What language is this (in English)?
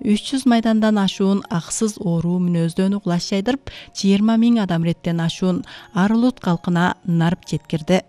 Kyrgyz